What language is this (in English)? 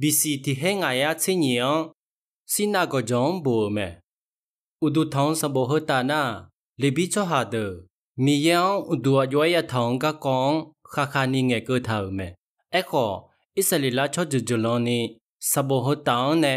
Akha